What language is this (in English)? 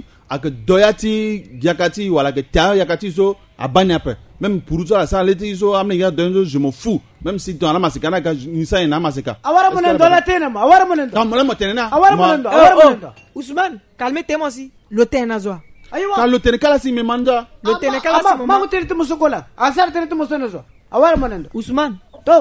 Sango